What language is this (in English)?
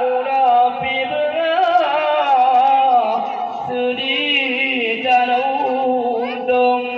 Achinese